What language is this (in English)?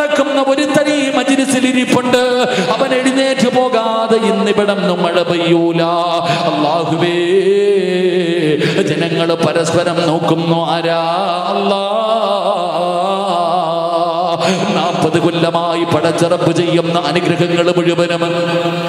Malayalam